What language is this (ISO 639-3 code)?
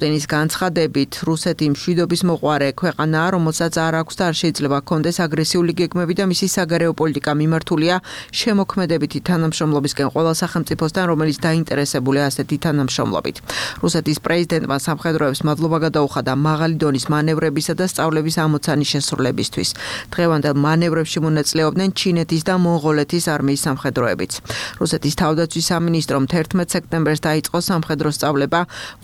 kat